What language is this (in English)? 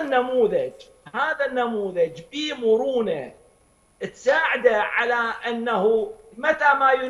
Mesopotamian Arabic